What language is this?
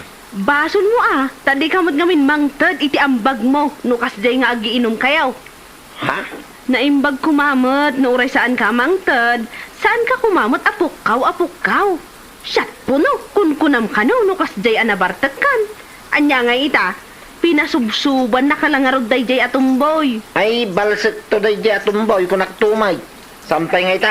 Iloko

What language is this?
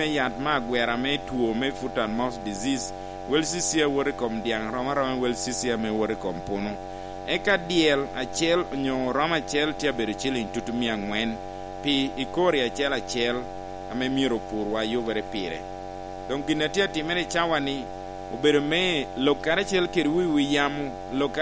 Lango (Uganda)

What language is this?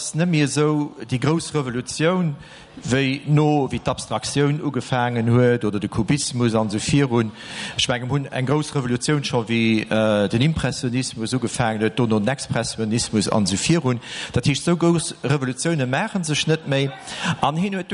Luxembourgish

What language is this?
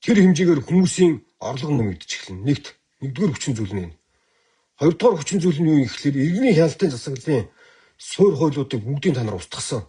Mongolian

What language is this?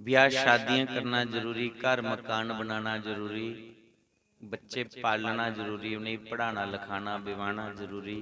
Dogri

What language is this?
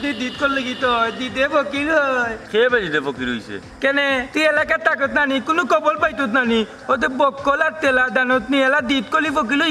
Sylheti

